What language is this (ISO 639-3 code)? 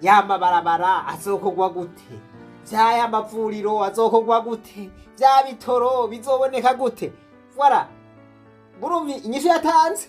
run